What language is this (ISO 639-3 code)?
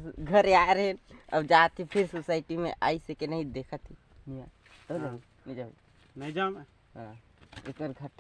hne